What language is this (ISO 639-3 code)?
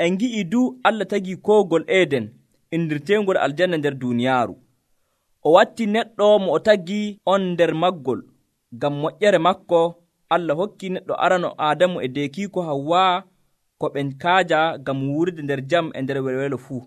fuv